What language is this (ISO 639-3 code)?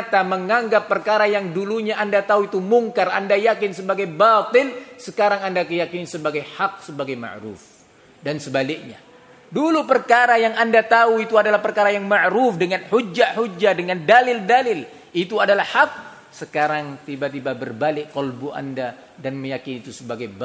ind